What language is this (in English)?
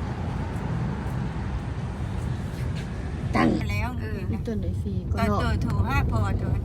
Lao